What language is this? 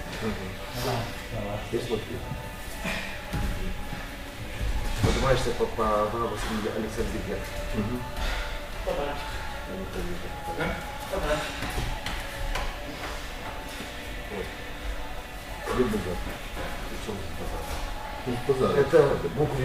Russian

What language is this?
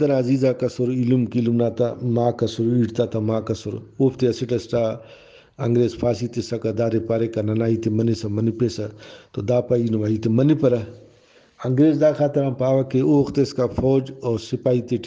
Brahui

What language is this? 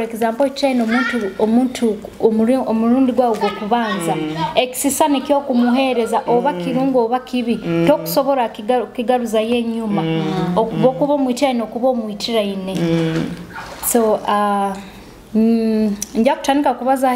Tooro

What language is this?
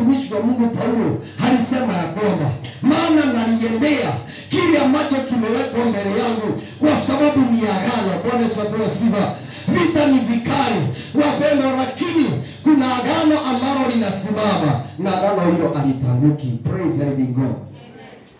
Swahili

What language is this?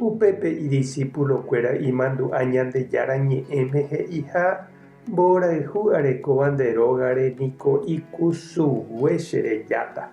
Guarani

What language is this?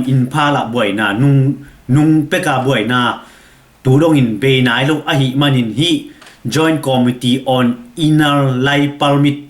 Tedim Chin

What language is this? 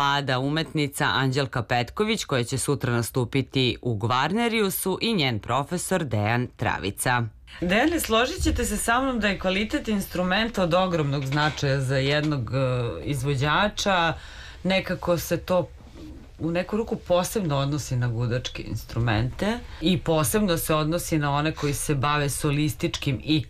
Serbian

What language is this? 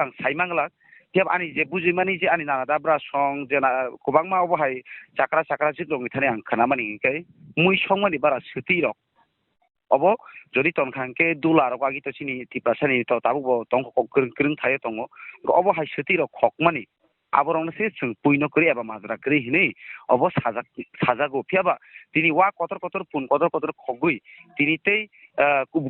Kok Borok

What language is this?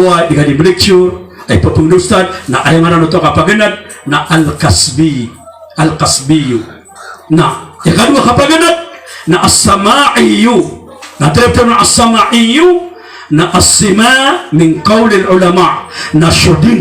Maranao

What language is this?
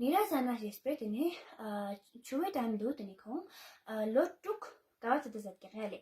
Ladakhi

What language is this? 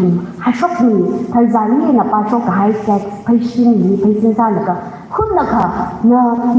Tangkhul Naga (India)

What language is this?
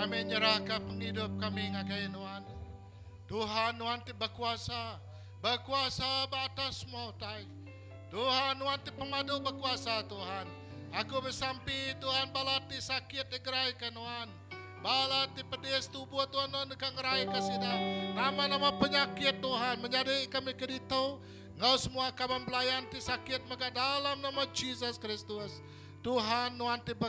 Iban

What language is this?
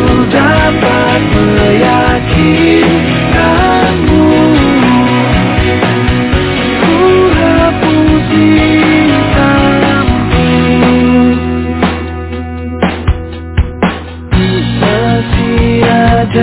Indonesian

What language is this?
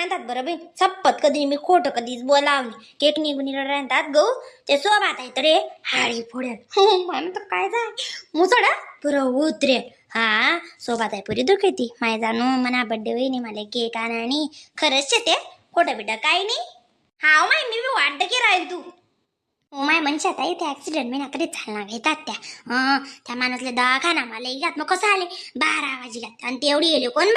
Khandesi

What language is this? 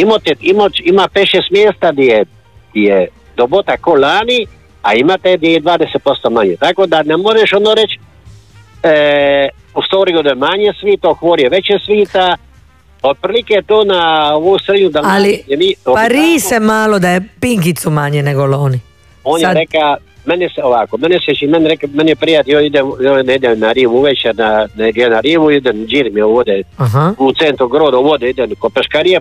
Croatian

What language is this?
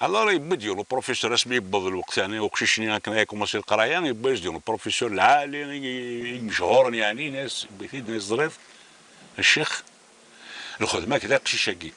Kabyle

